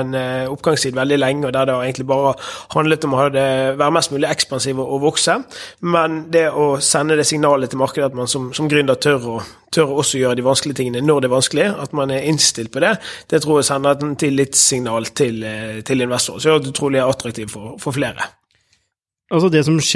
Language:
Norwegian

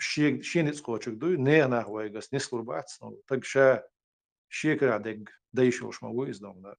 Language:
Chechen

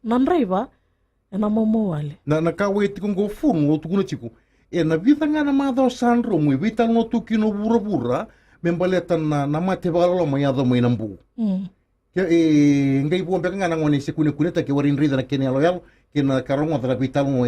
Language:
Fijian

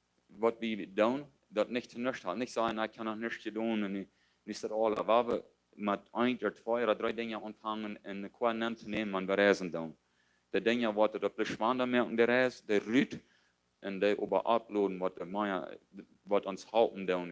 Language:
Plautdietsch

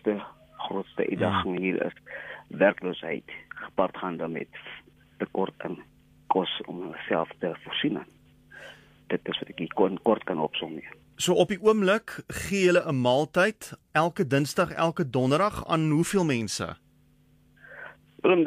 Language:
Afrikaans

